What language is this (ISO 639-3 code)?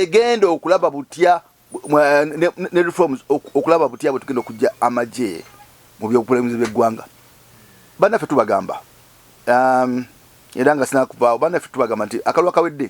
lug